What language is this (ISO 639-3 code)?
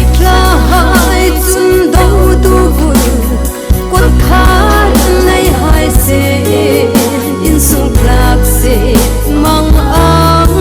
hmr